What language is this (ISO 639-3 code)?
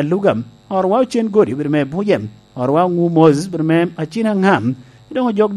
laj